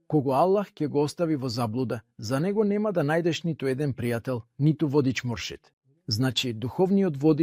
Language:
Macedonian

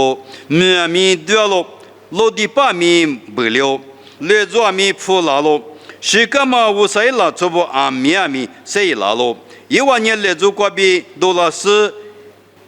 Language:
Lisu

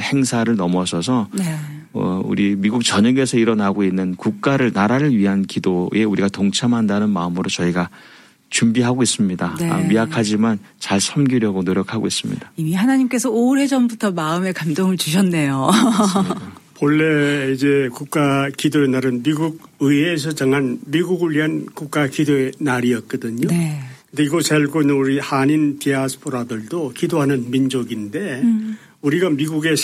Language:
Korean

